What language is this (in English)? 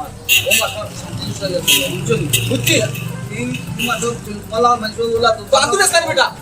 Sylheti